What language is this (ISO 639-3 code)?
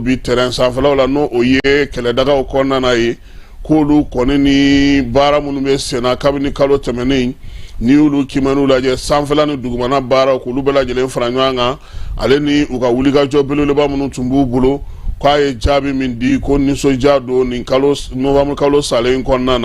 bam